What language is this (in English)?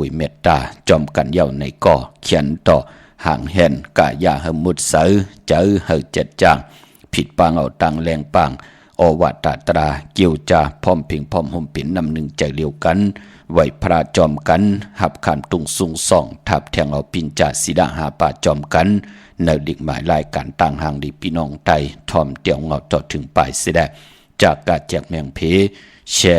Shan